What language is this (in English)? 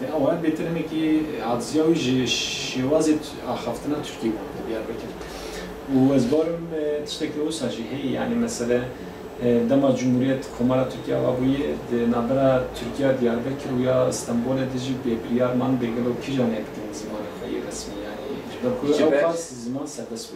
Kurdish